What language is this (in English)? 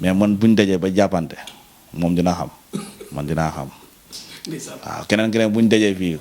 Wolof